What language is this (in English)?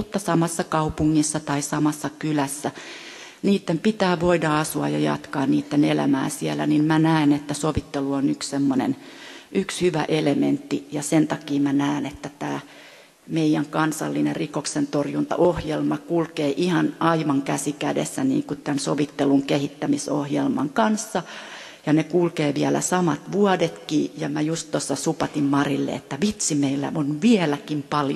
Finnish